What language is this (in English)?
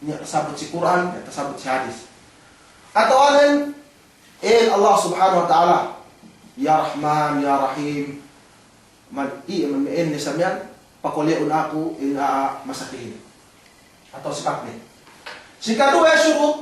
Yakan